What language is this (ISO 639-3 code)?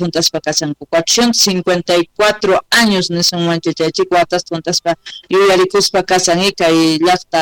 quh